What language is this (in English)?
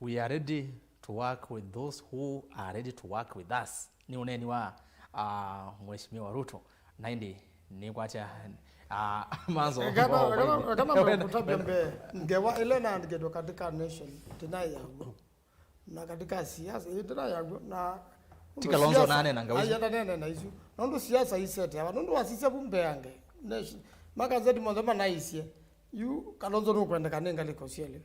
Kamba